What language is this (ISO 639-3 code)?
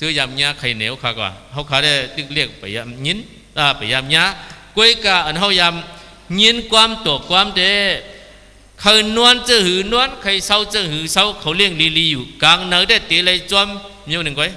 shn